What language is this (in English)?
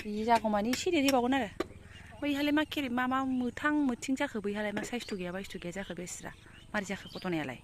Bodo